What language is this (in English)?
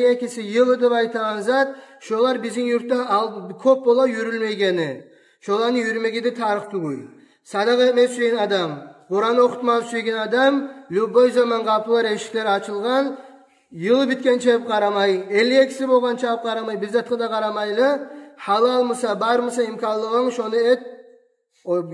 Kumyk